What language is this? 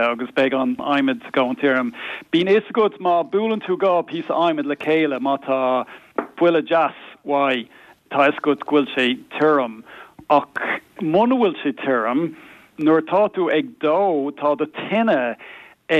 Irish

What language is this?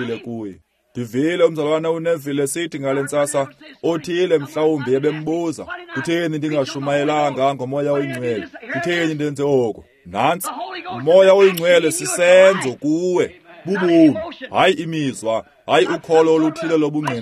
Xhosa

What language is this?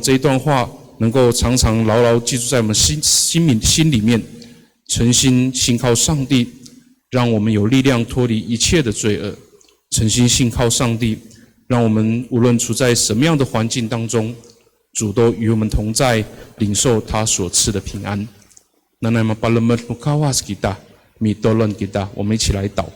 Amis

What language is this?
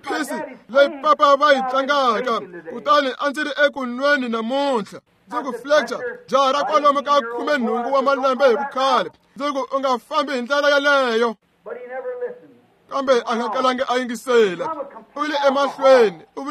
Tsonga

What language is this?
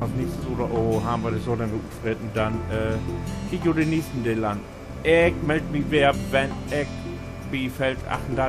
Low German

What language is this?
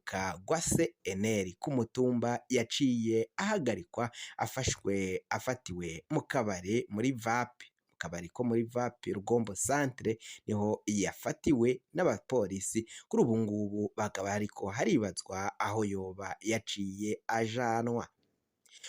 Rundi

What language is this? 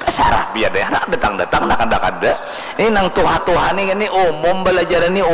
Banjar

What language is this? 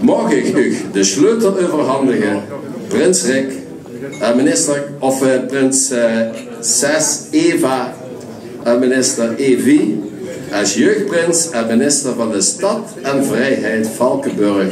Limburgish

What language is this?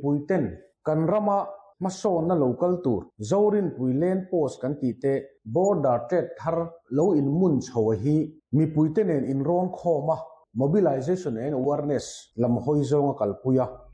Mizo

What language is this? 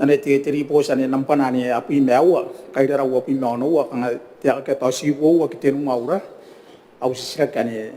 Gilbertese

